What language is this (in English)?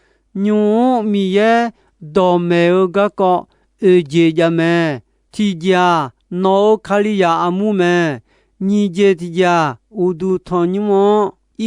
Akha